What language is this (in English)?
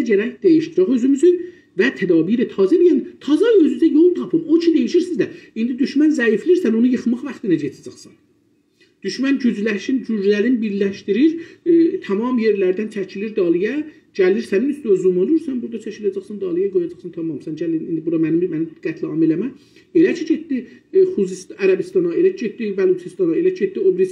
South Azerbaijani